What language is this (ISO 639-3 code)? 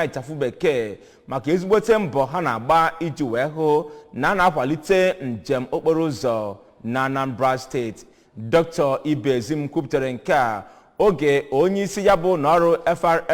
ibo